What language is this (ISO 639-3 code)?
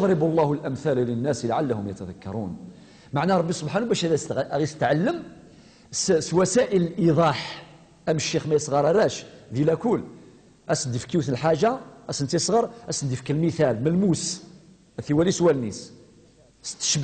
kab